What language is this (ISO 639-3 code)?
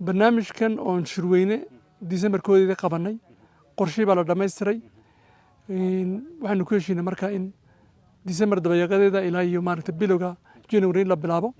som